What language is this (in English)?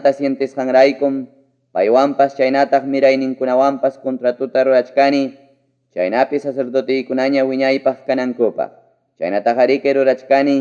Ayacucho Quechua